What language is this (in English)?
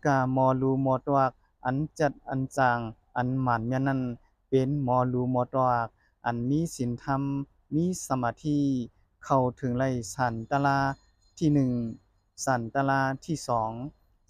Shan